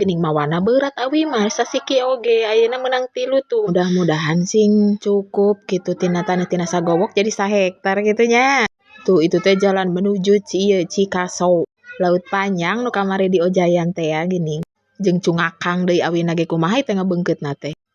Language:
Sundanese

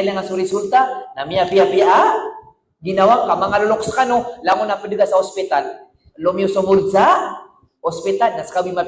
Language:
Maranao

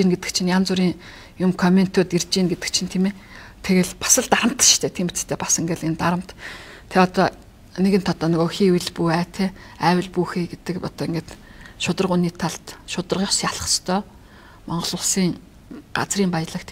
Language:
Mongolian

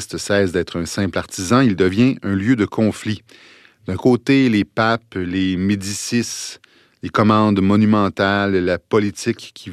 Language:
French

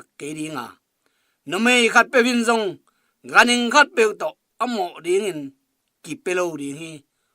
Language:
Tedim Chin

